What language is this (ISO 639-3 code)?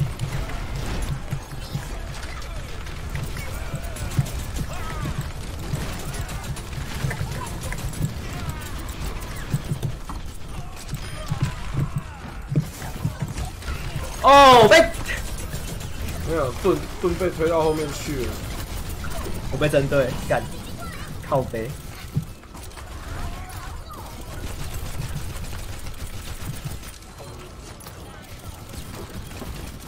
zho